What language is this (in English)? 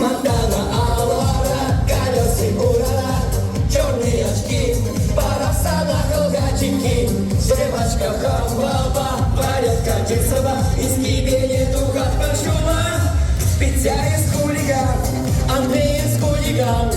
Chuvash